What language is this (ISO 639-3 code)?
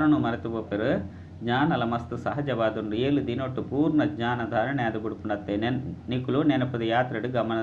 tcy